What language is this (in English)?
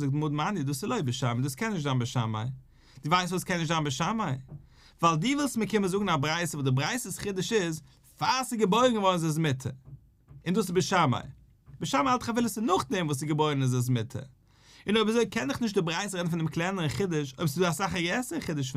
Yiddish